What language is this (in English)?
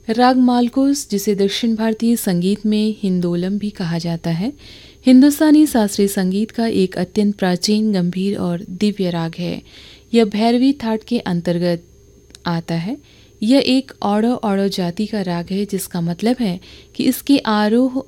Hindi